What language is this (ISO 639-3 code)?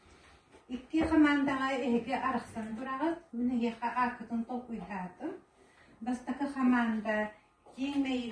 sah